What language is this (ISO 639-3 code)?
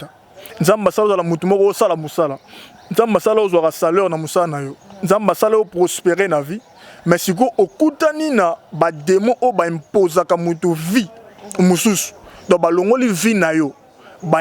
lin